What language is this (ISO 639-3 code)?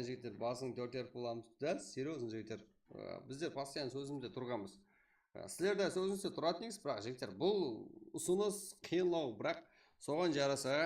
kaa